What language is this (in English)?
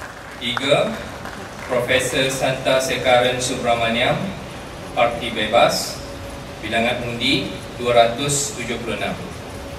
Malay